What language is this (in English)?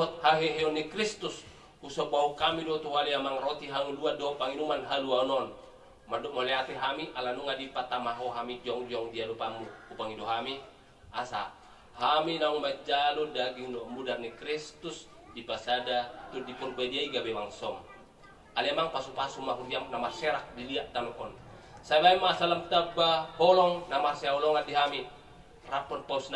Batak Toba